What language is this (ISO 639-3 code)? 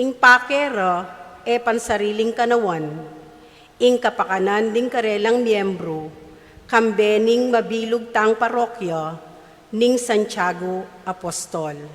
pam